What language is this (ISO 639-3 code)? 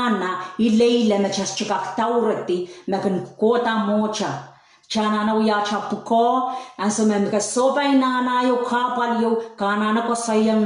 pon